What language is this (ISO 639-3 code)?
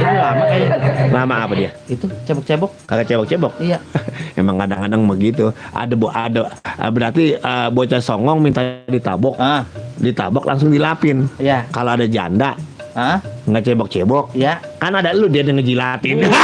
bew